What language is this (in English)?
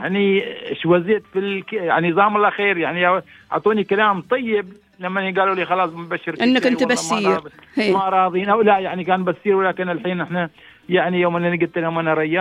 Gulf Arabic